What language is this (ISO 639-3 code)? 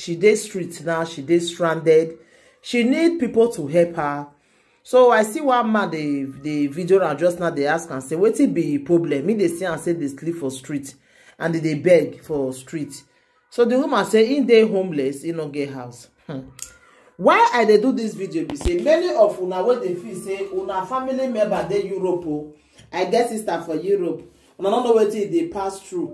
pcm